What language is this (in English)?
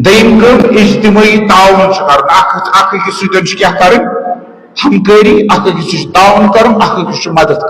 Kashmiri